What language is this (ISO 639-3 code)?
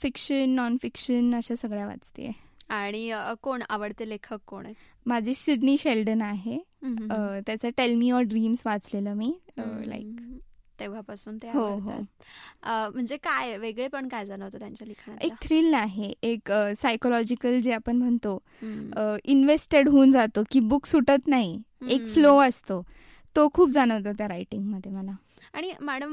mar